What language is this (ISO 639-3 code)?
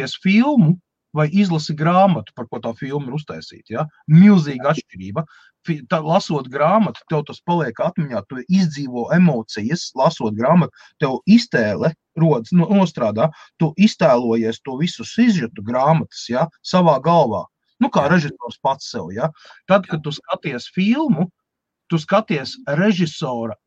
lav